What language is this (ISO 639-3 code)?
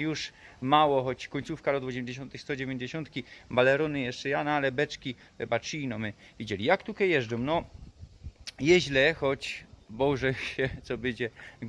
szl